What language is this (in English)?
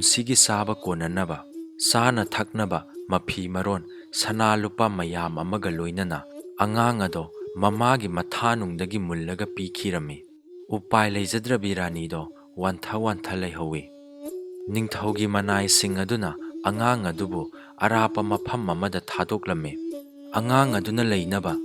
Manipuri